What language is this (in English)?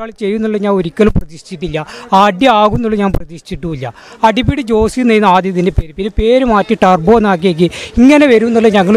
Malayalam